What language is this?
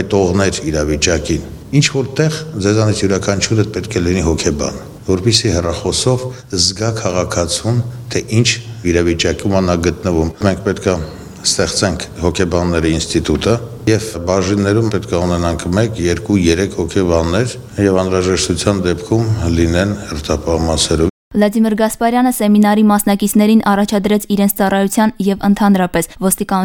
Armenian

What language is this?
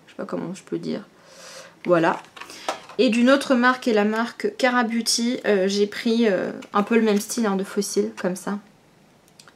French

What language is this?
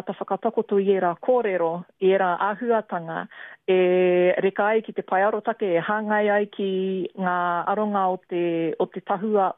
Māori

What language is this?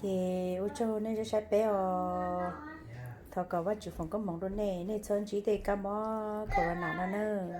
Hmong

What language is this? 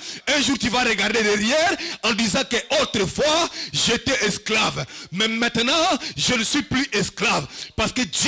French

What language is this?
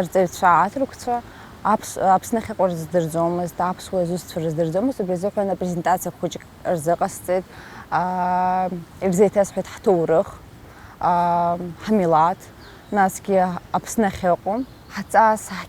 Abkhazian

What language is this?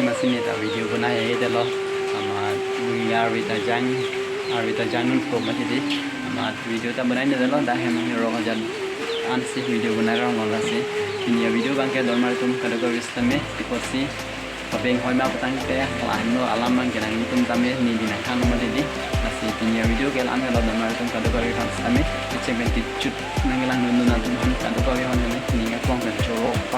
Karbi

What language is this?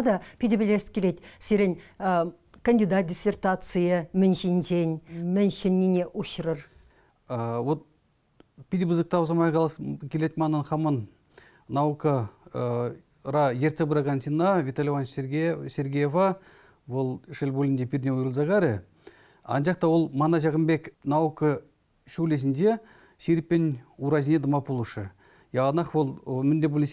Chuvash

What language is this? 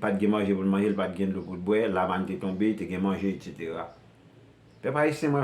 Haitian Creole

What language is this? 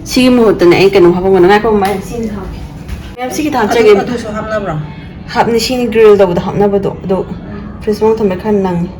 Manipuri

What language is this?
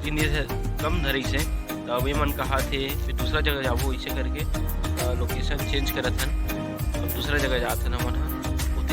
Chhattisgarhi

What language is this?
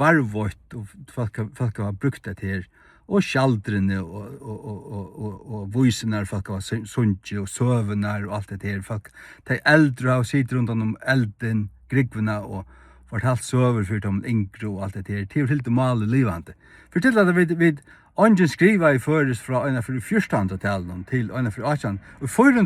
Faroese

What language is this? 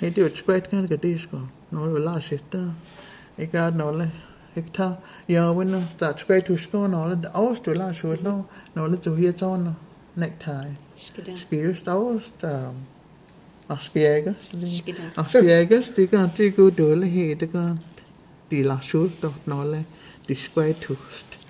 Cherokee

